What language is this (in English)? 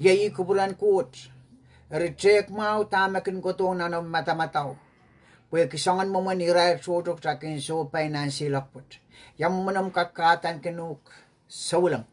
Pohnpeian